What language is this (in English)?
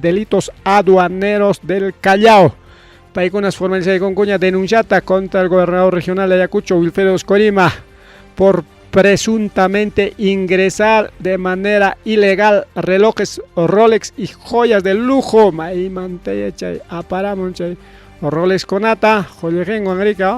Ayacucho Quechua